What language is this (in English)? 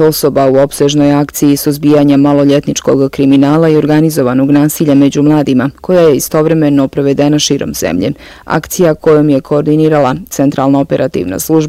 Bosnian